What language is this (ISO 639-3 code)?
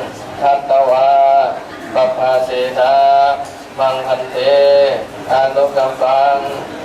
pli